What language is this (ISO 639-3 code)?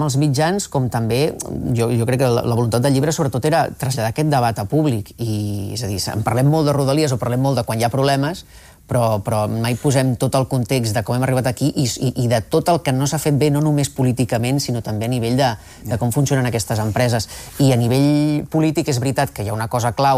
cat